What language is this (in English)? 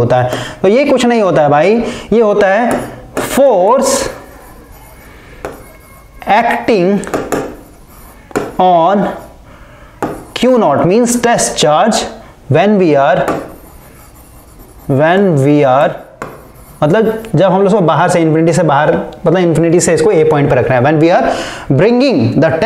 Hindi